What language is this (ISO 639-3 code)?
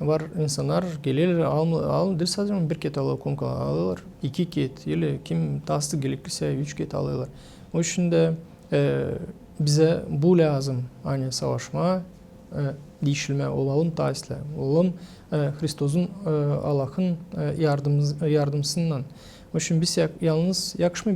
gag